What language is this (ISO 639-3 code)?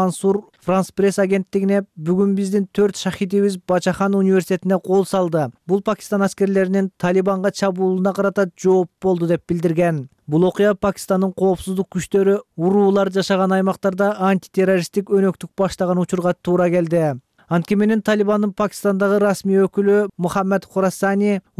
kir